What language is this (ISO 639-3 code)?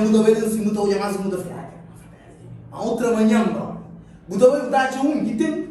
kea